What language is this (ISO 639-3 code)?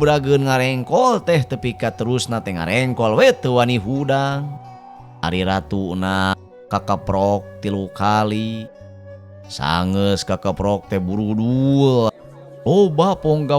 sun